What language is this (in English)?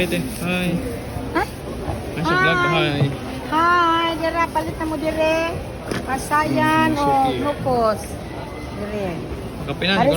Cebuano